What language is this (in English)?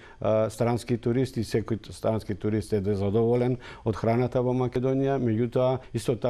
Macedonian